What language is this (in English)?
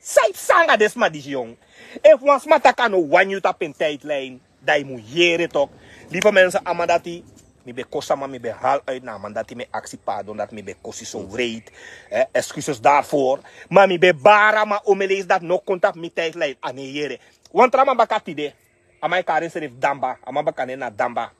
Sranan Tongo